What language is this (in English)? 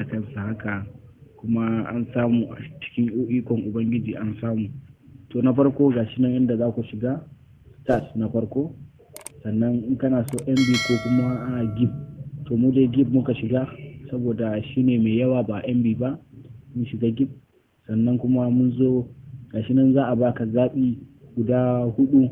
Hausa